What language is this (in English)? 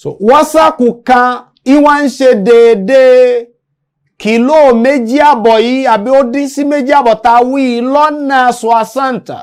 Yoruba